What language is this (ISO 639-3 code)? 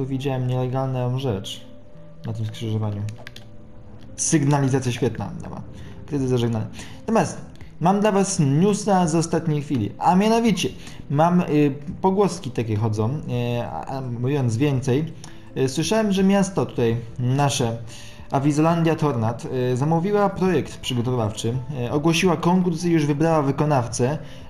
pol